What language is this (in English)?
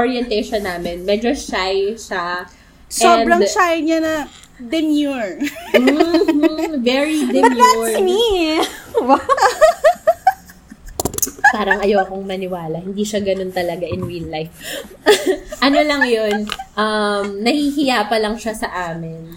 Filipino